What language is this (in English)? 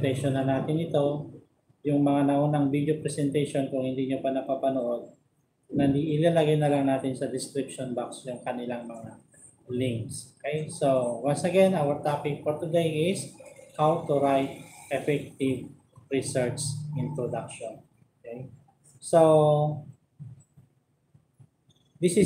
Filipino